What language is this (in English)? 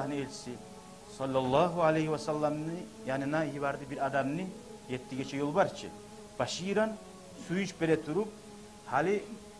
Kumyk